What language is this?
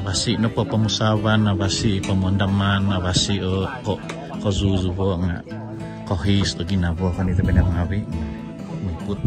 Central Dusun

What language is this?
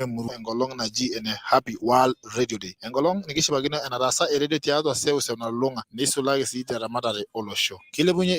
Masai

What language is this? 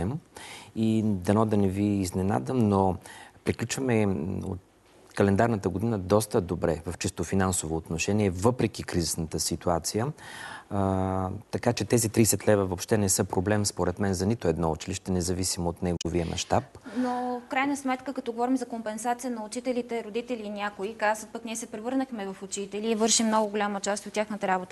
Bulgarian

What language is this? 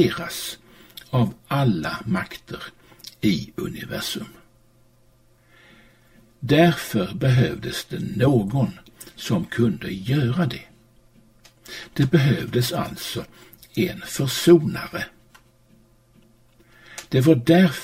Swedish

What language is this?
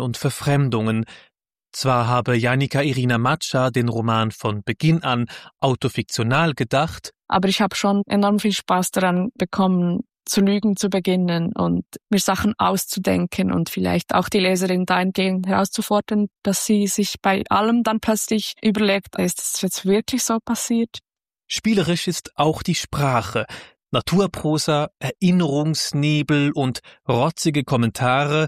German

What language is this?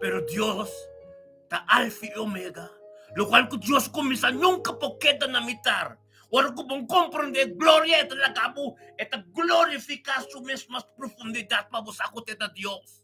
Papiamento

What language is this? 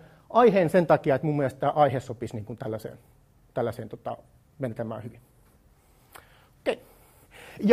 Finnish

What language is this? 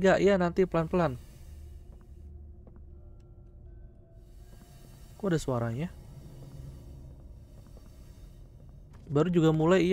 Indonesian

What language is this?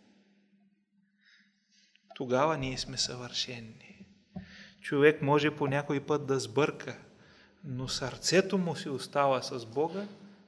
Bulgarian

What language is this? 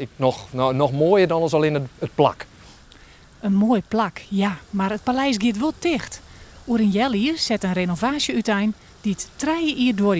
Western Frisian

